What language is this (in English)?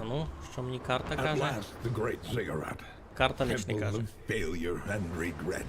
Rusyn